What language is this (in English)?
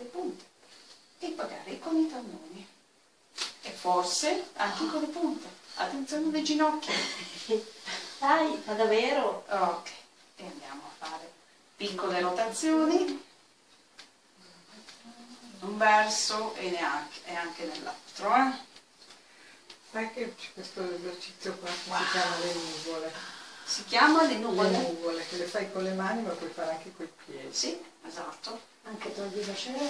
Italian